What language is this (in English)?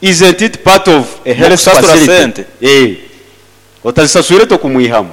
Nyoro